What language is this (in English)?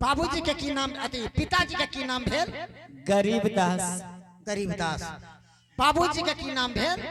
Angika